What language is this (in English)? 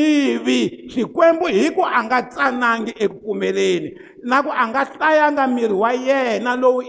Tsonga